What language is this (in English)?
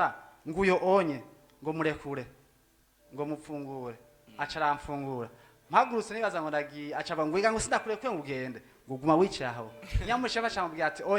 Rundi